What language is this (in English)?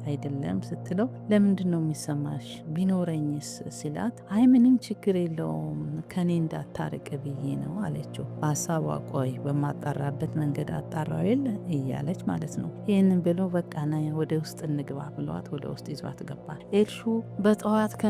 Amharic